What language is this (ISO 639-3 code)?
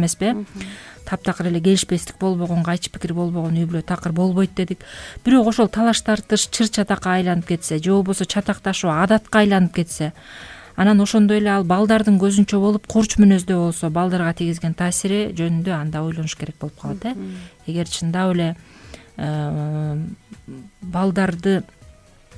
kir